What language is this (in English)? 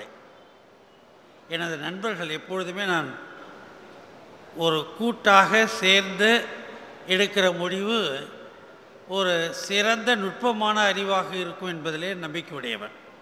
Tamil